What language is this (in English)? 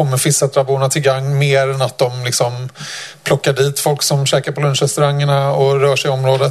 Swedish